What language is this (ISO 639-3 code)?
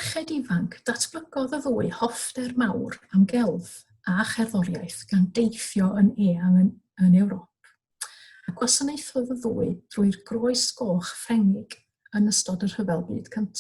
cym